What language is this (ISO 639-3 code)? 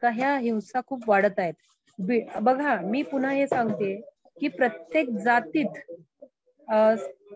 mar